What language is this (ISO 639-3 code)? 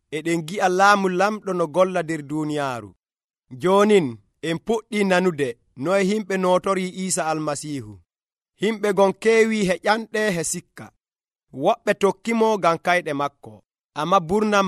fuv